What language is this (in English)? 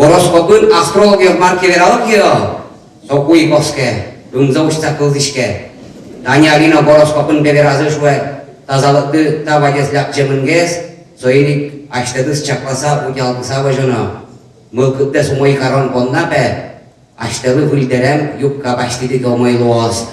Udmurt